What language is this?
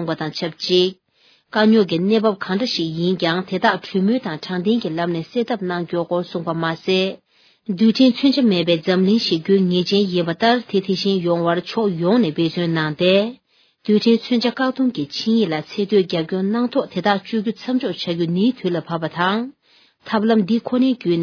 Tibetan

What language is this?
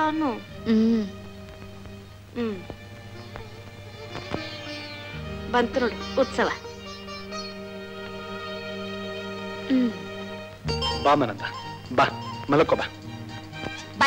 Kannada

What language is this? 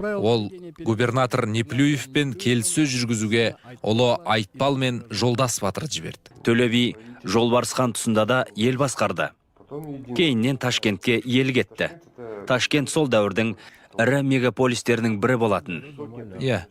Kazakh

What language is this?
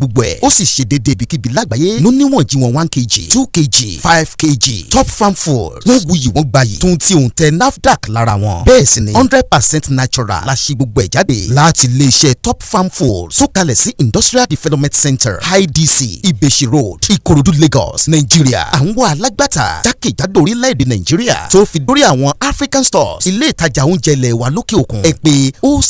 Yoruba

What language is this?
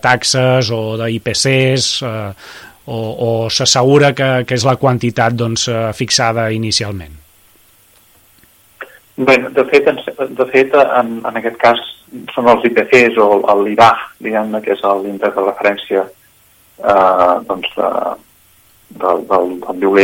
Catalan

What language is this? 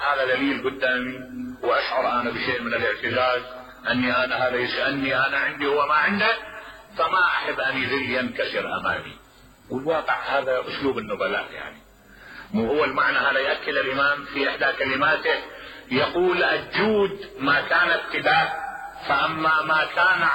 Mesopotamian Arabic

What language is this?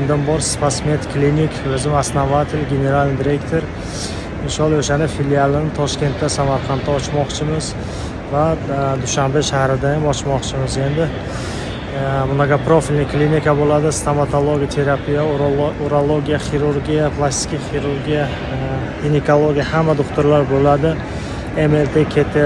Uzbek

